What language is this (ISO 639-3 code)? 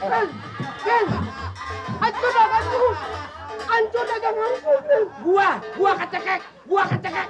bew